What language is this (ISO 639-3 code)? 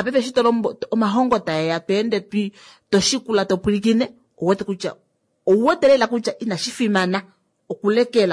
kua